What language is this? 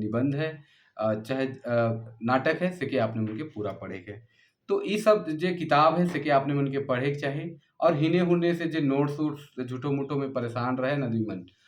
Sadri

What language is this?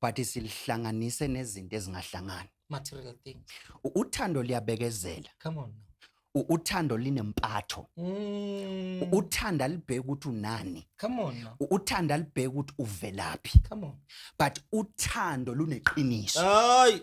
Zulu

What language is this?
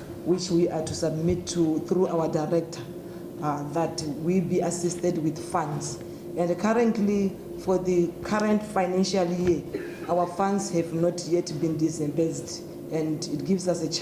Tswana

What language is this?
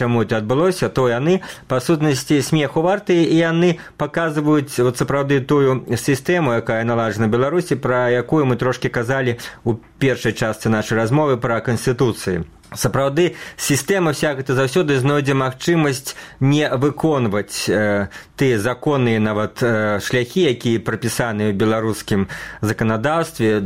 Belarusian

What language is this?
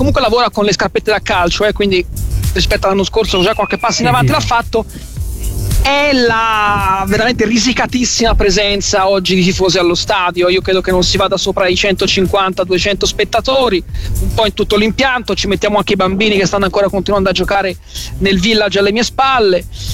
Italian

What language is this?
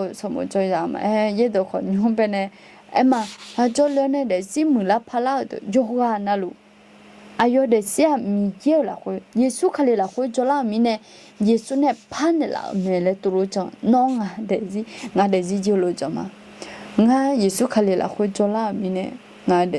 Akha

